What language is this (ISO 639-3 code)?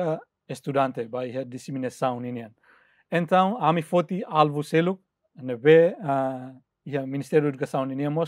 tet